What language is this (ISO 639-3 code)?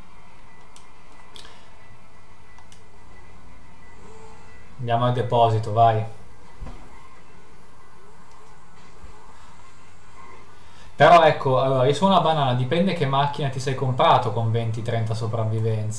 ita